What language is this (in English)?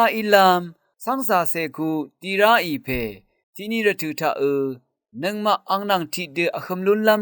Rawang